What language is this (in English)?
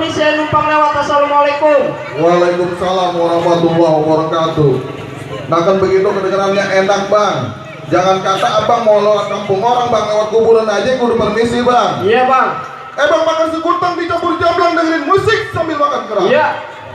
Betawi